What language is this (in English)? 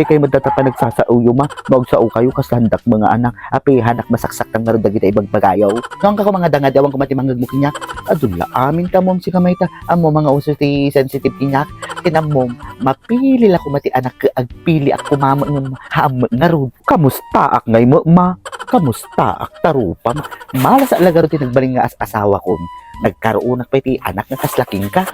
Iloko